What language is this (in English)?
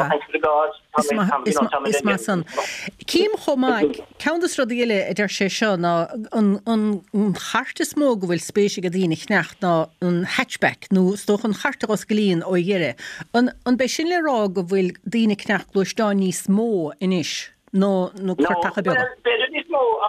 Irish